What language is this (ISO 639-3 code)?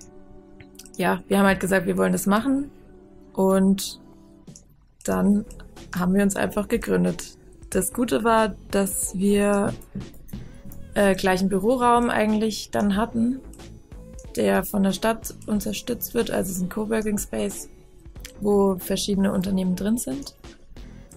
deu